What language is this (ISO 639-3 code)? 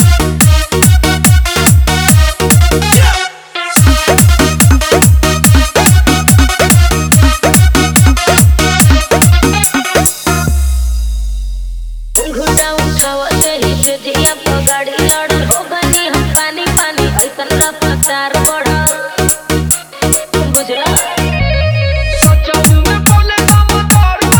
bho